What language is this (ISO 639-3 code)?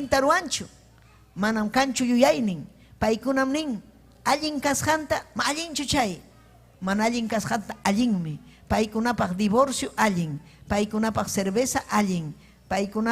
quy